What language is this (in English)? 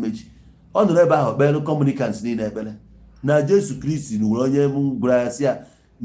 Igbo